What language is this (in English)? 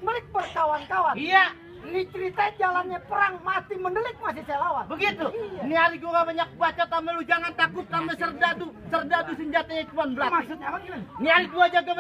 Betawi